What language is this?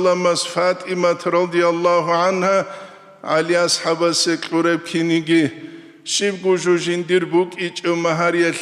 Avaric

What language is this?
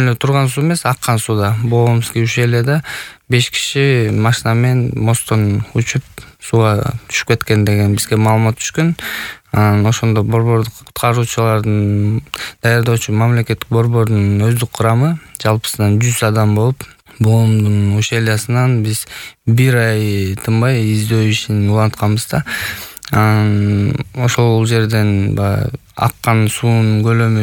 Kyrgyz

